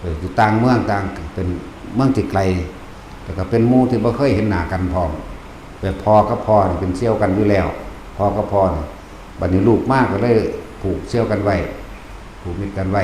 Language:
Northeastern Thai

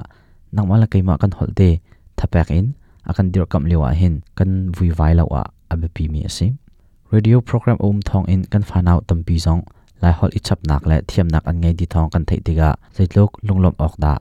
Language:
Hakha Chin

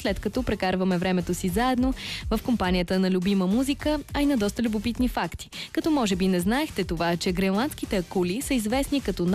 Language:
Bulgarian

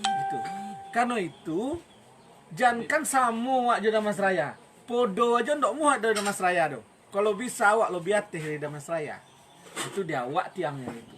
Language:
Minangkabau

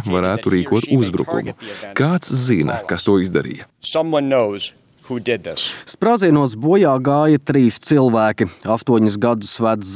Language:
Latvian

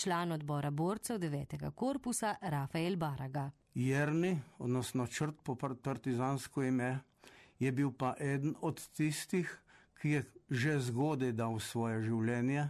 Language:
Slovenian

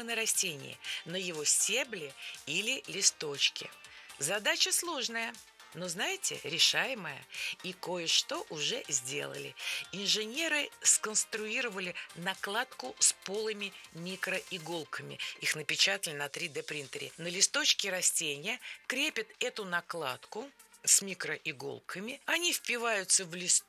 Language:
Russian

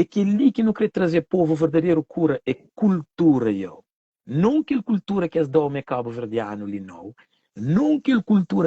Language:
Kabuverdianu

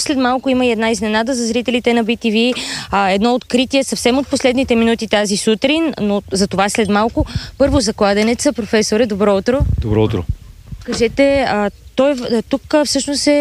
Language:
Bulgarian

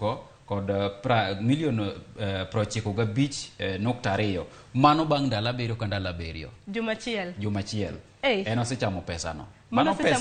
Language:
Luo (Kenya and Tanzania)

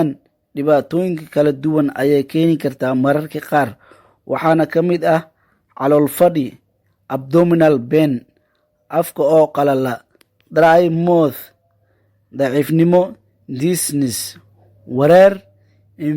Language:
Somali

